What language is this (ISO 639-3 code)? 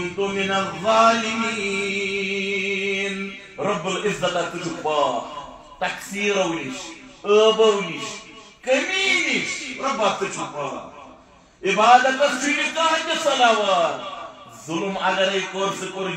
kas